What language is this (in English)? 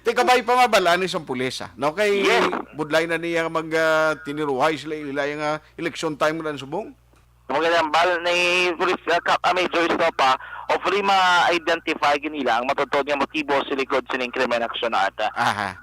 Hiligaynon